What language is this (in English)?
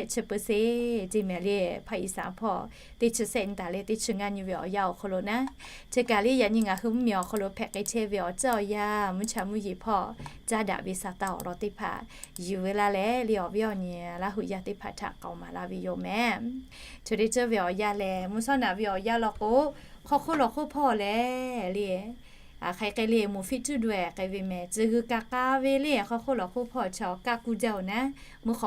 Lahu